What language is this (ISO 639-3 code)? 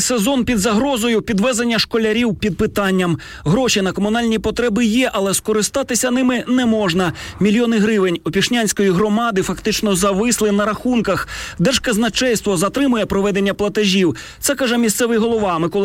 ukr